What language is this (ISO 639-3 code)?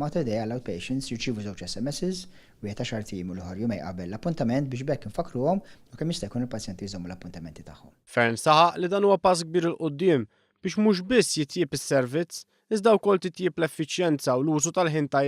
mlt